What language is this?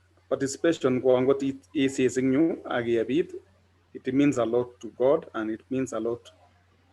Kalenjin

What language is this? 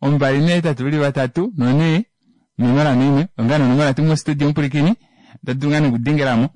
Kuanyama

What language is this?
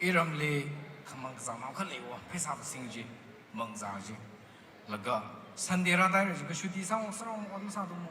Tangkhul Naga (India)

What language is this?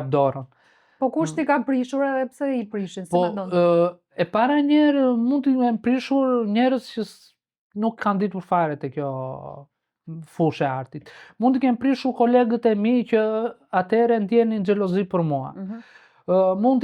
Albanian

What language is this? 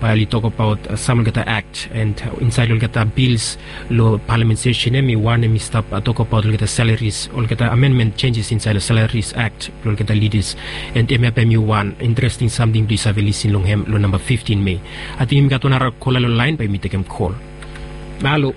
Bislama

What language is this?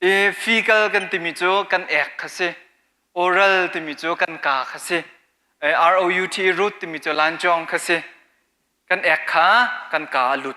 Hakha Chin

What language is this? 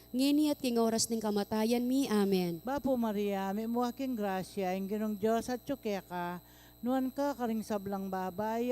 Pampanga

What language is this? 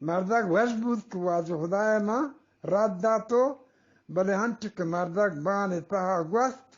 Eastern Balochi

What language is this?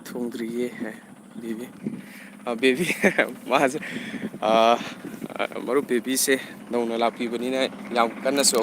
Manipuri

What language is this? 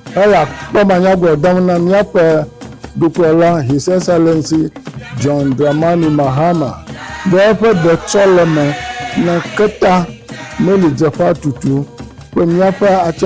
Ewe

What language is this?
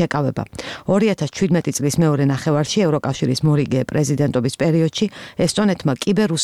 Georgian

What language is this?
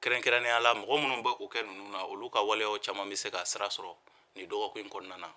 Bambara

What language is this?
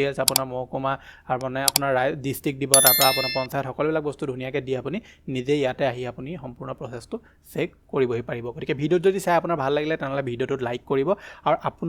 Assamese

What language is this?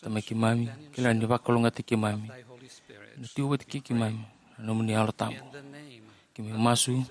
Fijian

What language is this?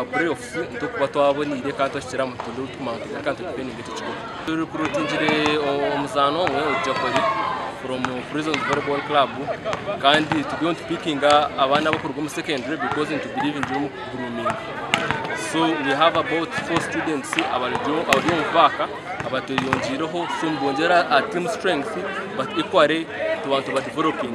Nyankole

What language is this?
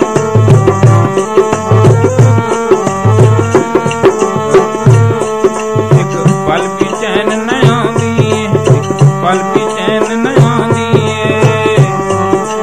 Punjabi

